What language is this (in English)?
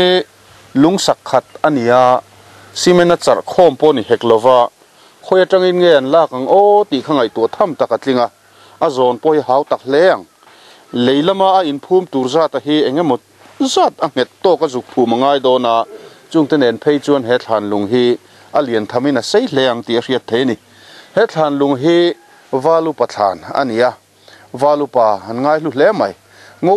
Mizo